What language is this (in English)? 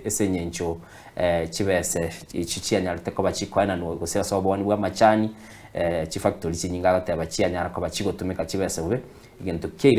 Gusii